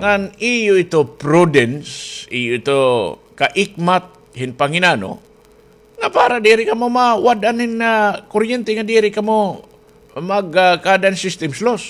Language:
Waray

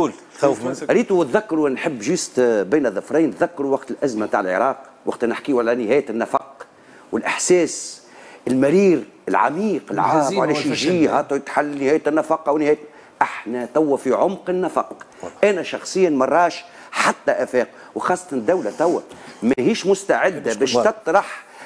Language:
Tunisian Arabic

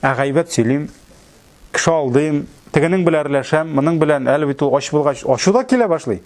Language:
Tatar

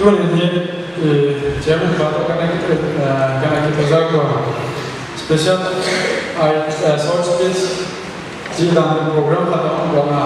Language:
Paite Chin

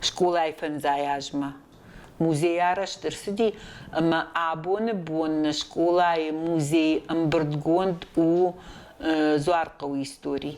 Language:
Ossetic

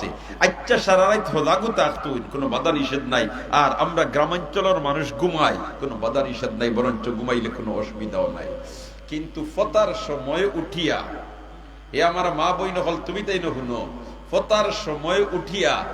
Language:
Sylheti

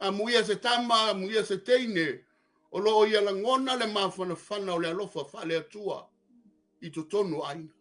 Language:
Samoan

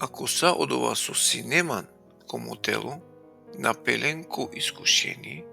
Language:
Balkan Romani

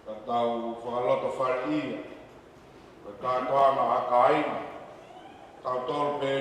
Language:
Tongan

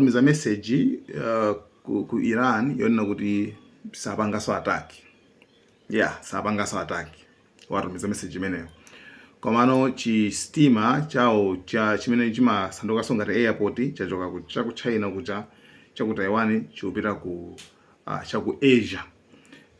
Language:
Nyanja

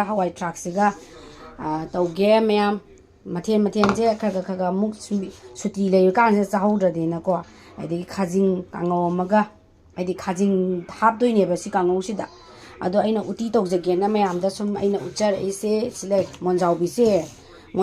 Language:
Manipuri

